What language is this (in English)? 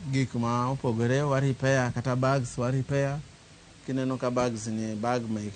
Luo (Kenya and Tanzania)